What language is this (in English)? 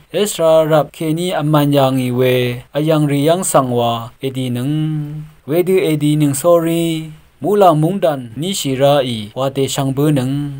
Rawang